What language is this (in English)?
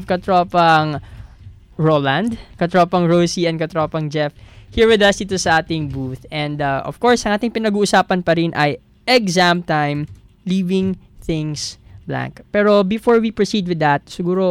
Filipino